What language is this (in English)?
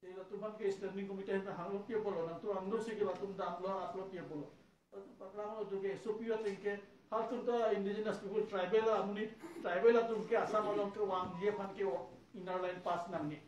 Karbi